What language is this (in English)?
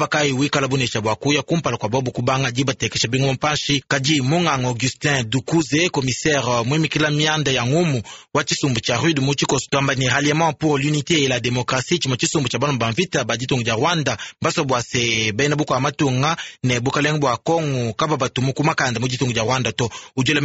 Luba-Lulua